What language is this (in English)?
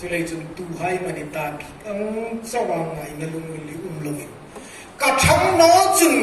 Hmar